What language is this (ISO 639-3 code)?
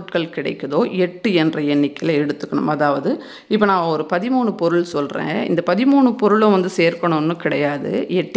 tam